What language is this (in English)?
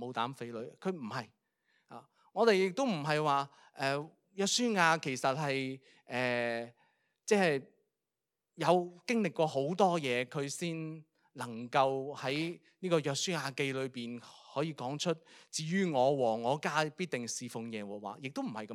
Cantonese